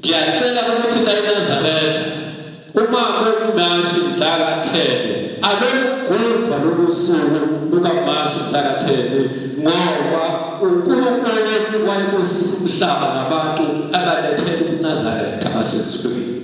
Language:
Zulu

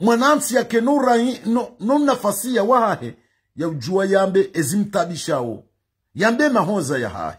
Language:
Ngazidja Comorian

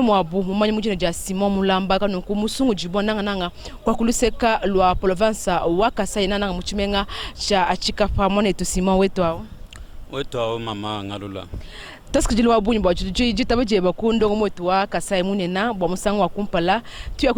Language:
Luba-Lulua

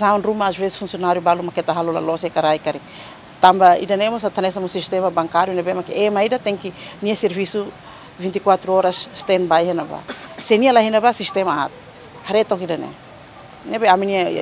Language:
Tetum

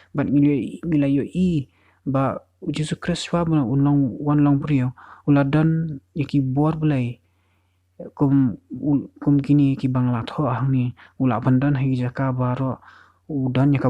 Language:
Khasi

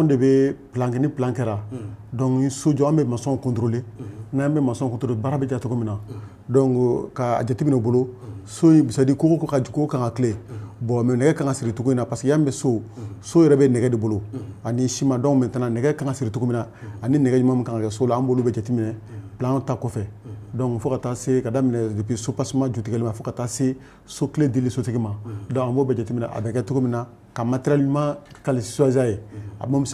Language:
Bambara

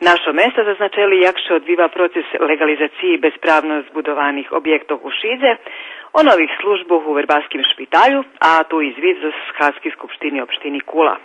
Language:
Rusyn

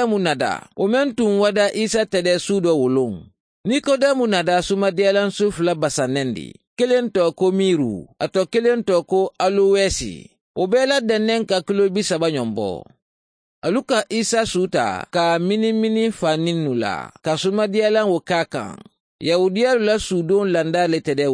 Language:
Mandingo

